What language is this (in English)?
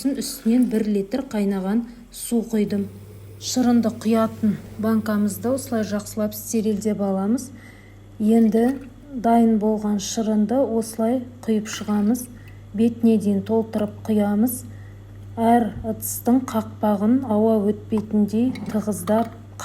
Kazakh